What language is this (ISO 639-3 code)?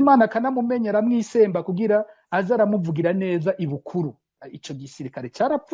run